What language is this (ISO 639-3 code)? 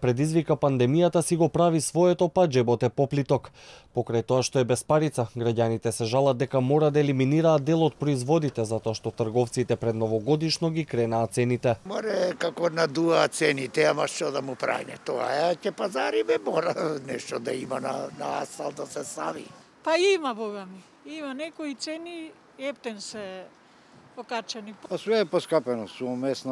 mkd